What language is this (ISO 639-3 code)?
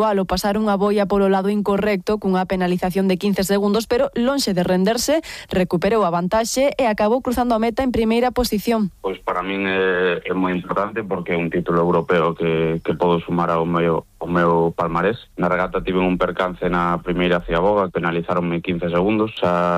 glg